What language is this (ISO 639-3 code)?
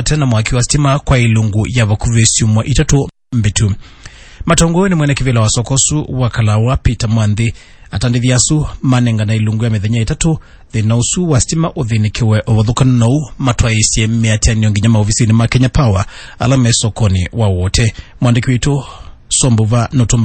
kam